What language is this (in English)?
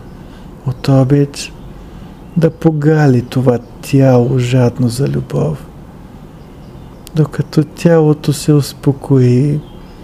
Bulgarian